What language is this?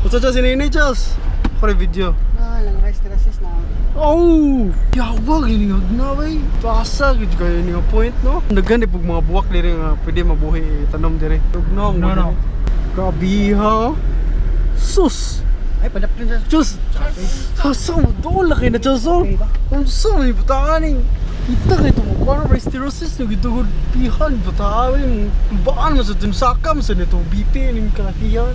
Cebuano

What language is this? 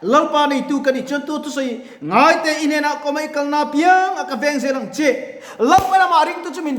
Mizo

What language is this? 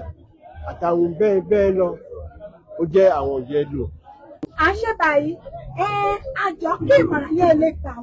Yoruba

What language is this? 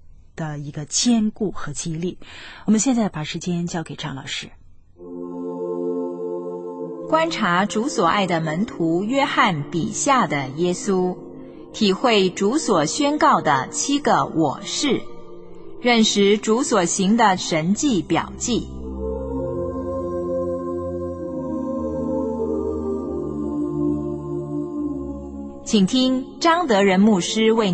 Chinese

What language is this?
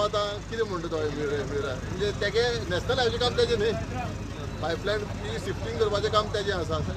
Konkani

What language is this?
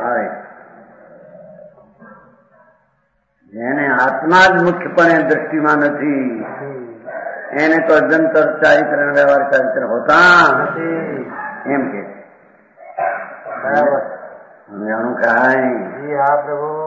Gujarati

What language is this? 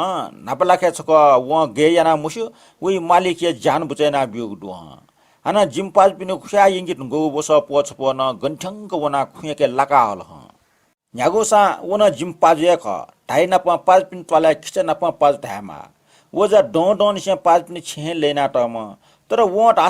Newari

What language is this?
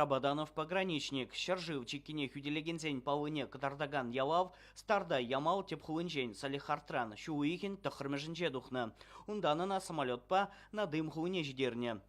Chuvash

